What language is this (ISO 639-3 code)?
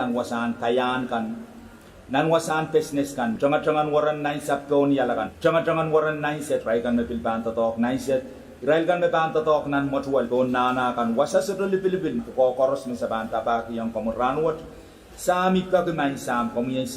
pon